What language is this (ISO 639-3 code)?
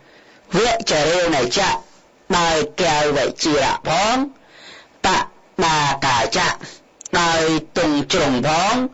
khm